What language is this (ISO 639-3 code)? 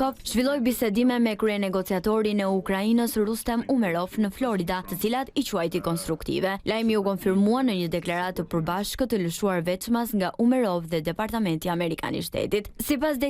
sqi